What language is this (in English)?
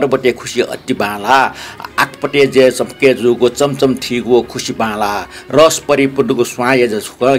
Newari